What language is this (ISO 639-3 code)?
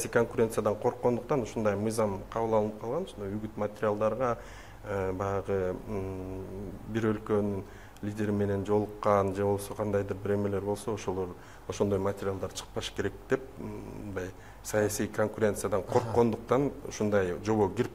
kir